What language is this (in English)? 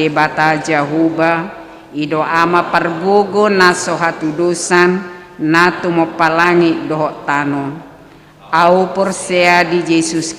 Batak Toba